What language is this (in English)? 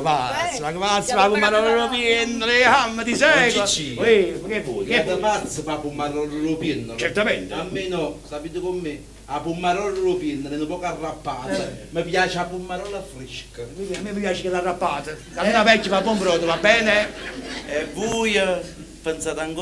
Neapolitan